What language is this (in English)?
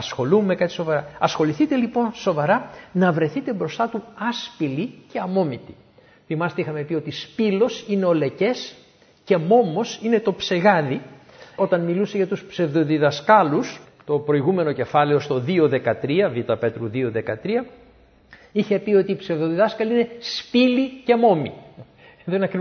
Greek